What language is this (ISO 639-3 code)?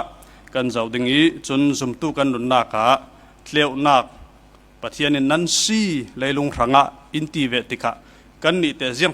cfm